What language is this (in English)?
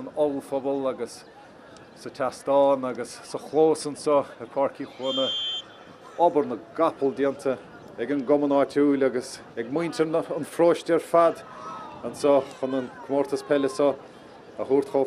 Irish